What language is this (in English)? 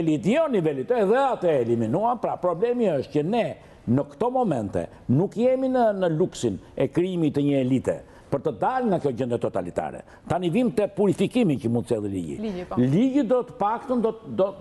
Albanian